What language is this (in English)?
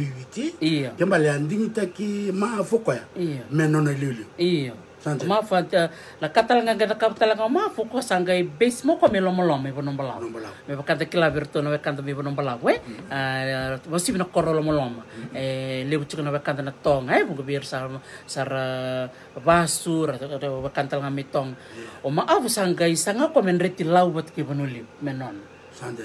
Fijian